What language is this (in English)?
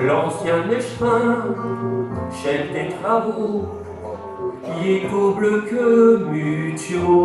Picard